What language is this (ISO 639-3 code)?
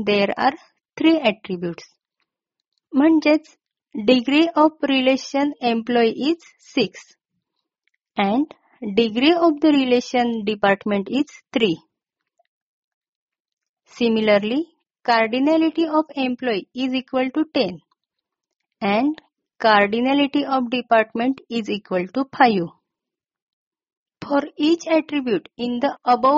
mar